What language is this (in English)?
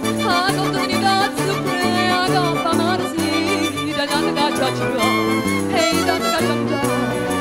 Neapolitan